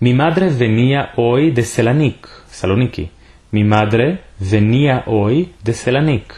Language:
Ladino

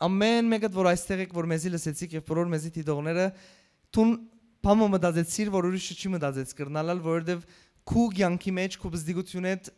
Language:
Western Armenian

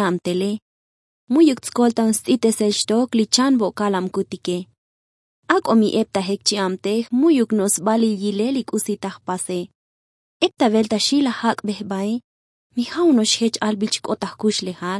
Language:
Tzotzil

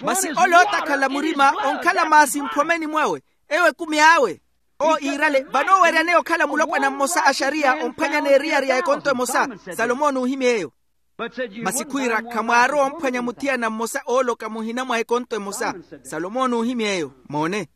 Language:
Makhuwa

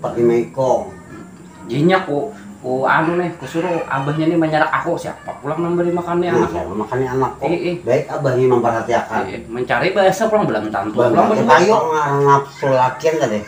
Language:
Banjar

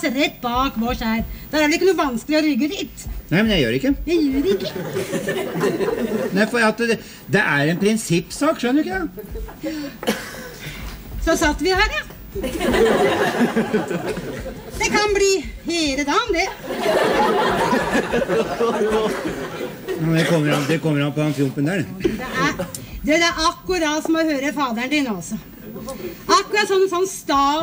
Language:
Norwegian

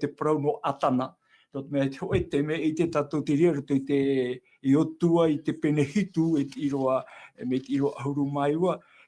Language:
Tahitian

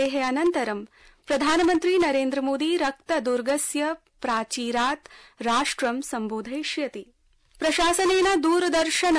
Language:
Sanskrit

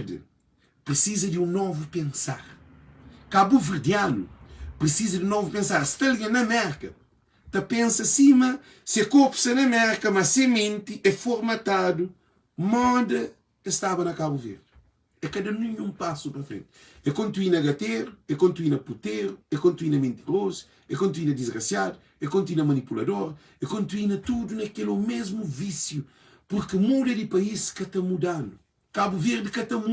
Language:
Kabuverdianu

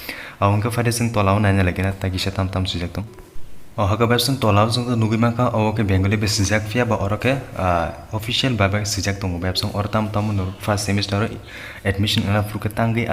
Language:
Kok Borok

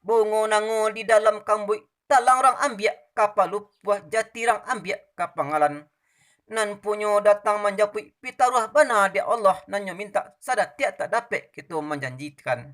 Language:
Minangkabau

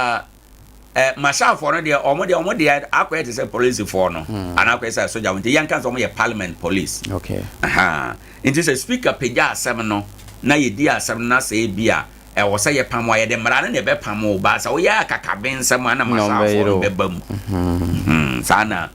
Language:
Akan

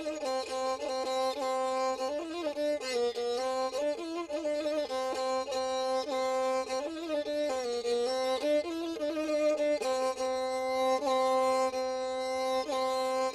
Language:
Santali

